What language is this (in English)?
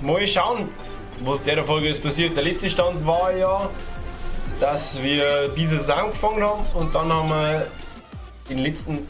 Bavarian